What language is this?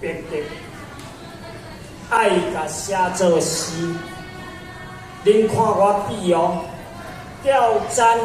Min Nan Chinese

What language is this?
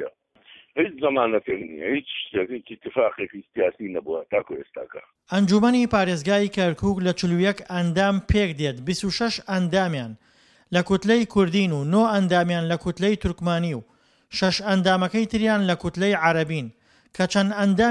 Central Kurdish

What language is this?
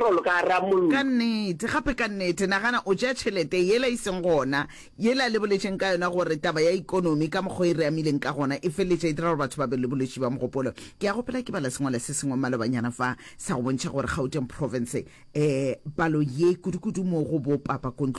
Northern Sotho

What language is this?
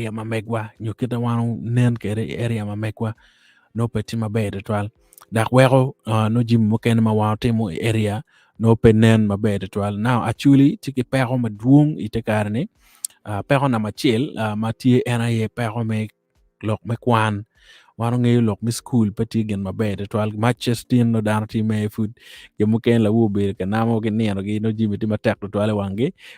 Acoli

